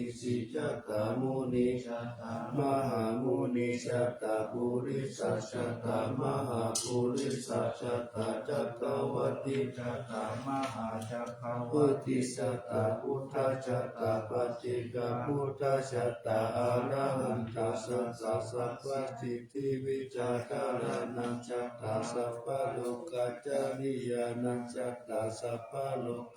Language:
Pali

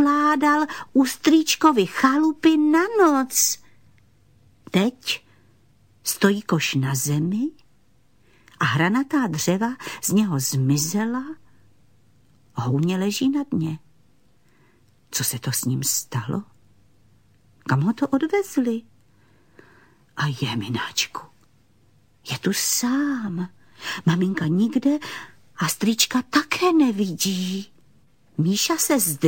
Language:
Czech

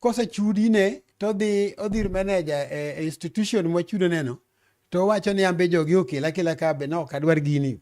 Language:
Luo (Kenya and Tanzania)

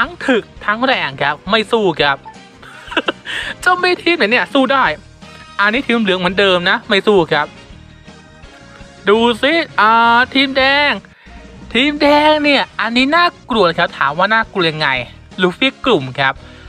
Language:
Thai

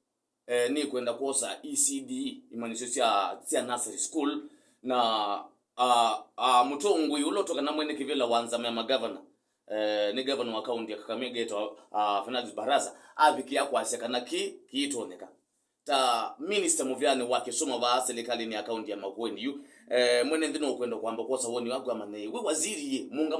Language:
Kamba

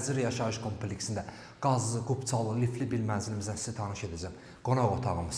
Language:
Azerbaijani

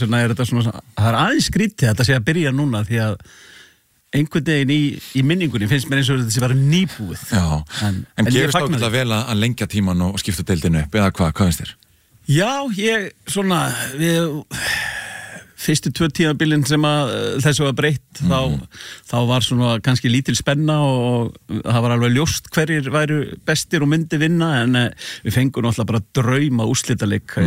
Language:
Icelandic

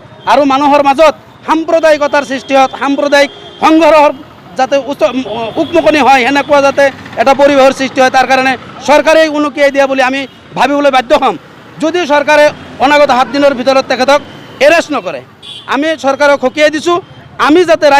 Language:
Assamese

